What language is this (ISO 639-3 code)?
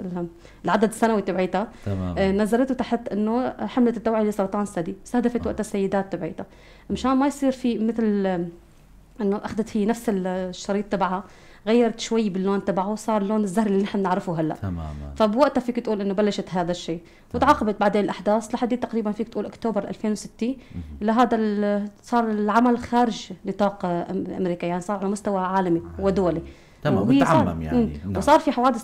apc